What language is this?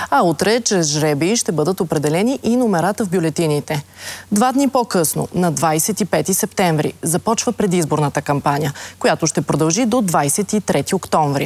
Bulgarian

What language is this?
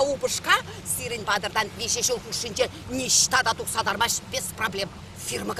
Chuvash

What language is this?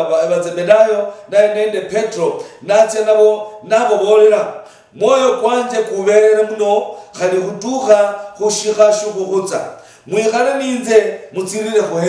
Luyia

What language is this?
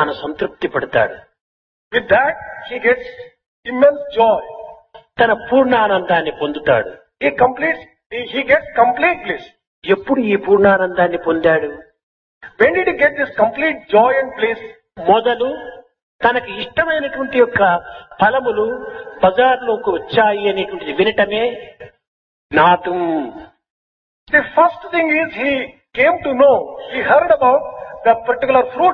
Telugu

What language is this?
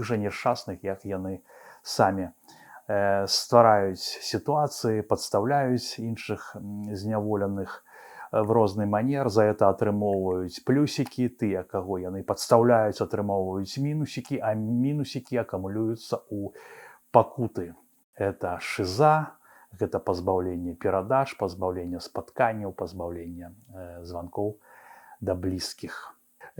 Belarusian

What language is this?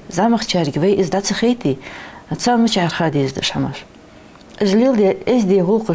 Ingush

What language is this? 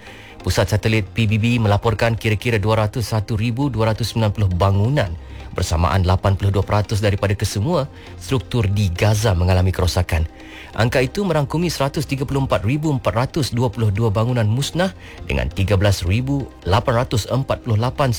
Malay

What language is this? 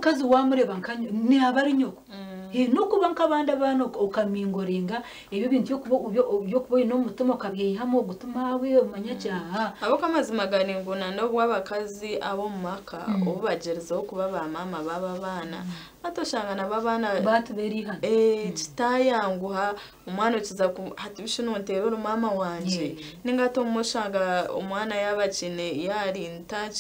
Nyankole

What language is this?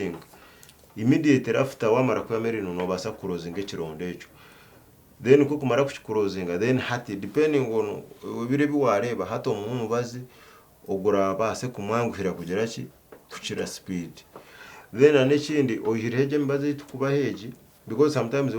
Nyankole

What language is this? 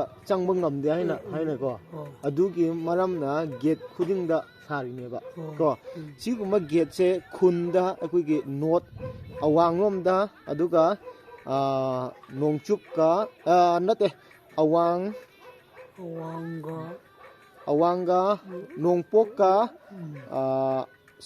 Manipuri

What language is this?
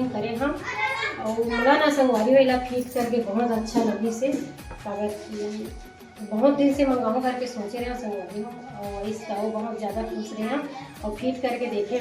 Chhattisgarhi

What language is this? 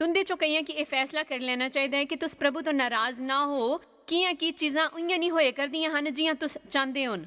Dogri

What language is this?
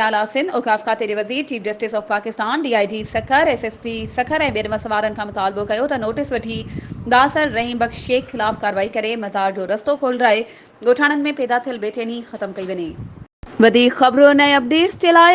Sindhi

